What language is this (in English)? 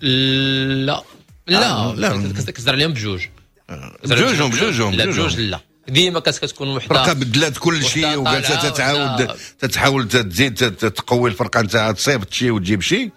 Moroccan Arabic